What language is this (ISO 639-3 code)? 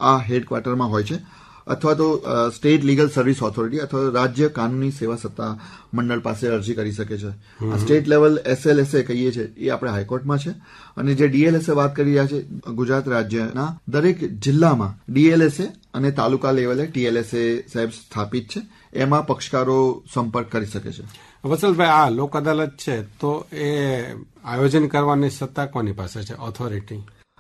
guj